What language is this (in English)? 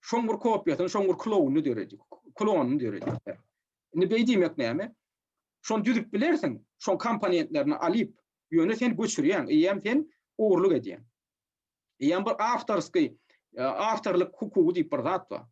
Turkmen